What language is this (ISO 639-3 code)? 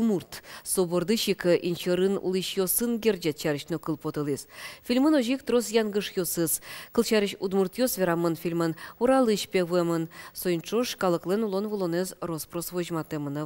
udm